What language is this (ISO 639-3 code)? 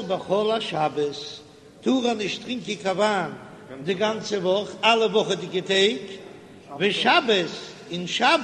yid